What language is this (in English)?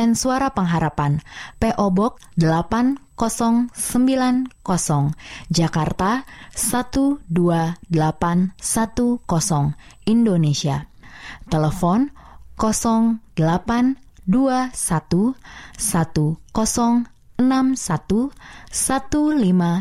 Indonesian